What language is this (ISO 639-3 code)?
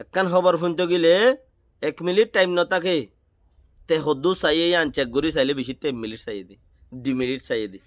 rhg